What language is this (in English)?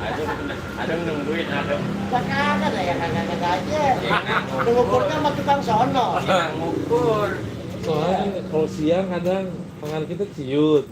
Betawi